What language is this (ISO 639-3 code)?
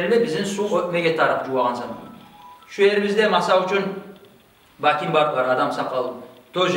kum